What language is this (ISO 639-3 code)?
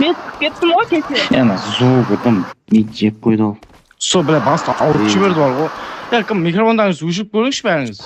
kaa